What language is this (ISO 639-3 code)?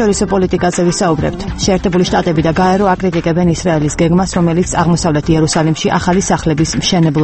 kat